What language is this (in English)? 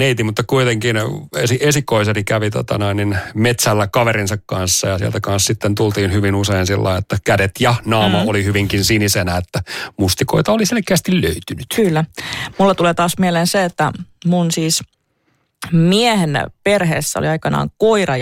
Finnish